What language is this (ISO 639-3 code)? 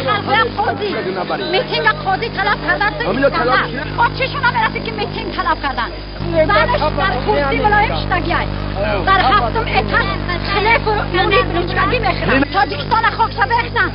tgk